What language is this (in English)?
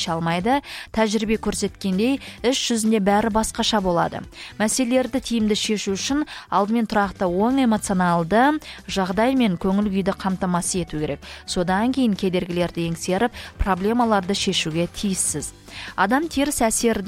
Kazakh